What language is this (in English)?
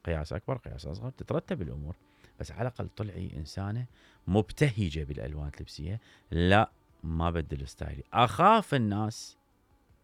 Mesopotamian Arabic